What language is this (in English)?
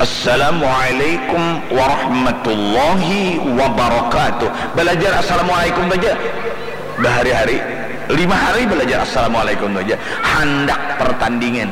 Banjar